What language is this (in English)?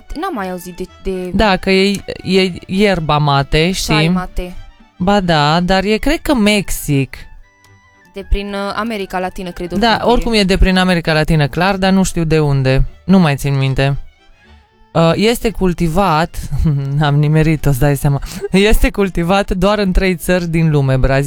Romanian